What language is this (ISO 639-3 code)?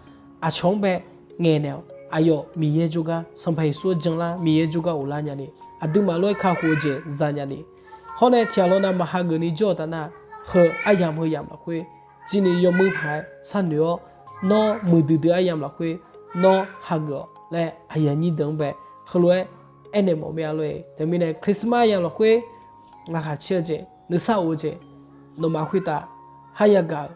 ahk